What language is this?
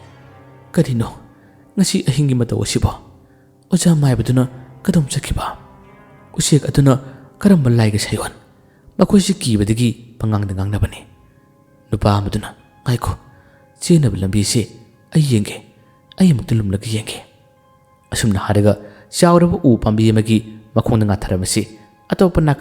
Manipuri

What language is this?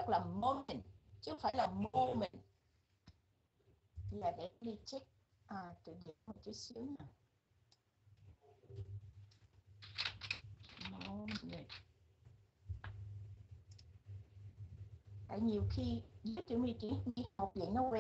Vietnamese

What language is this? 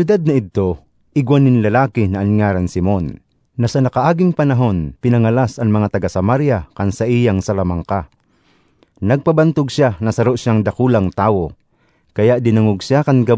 Bikol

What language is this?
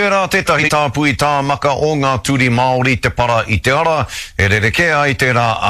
Māori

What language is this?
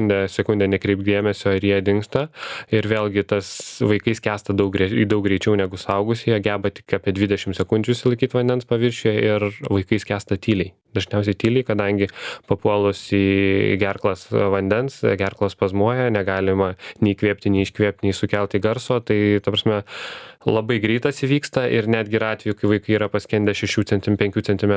Lithuanian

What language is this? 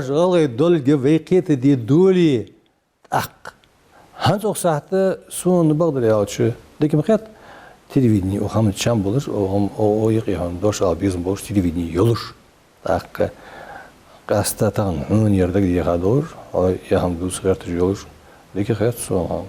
Ingush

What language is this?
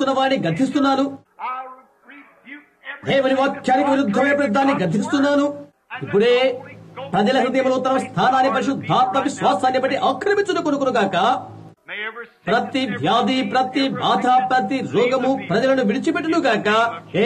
Telugu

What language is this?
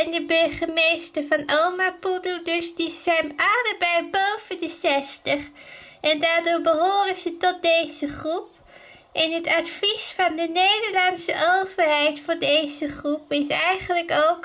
Dutch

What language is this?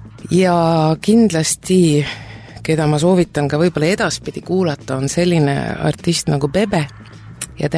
Estonian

